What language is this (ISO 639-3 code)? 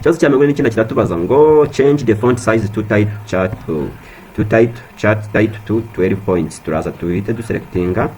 kin